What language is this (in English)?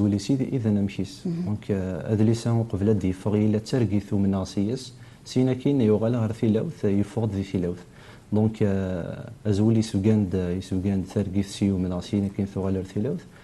Kabyle